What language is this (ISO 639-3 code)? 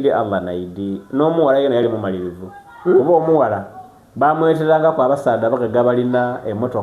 xog